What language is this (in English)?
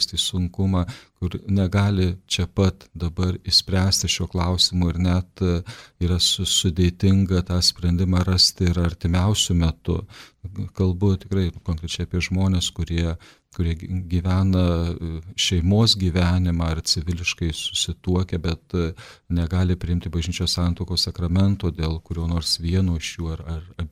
Lithuanian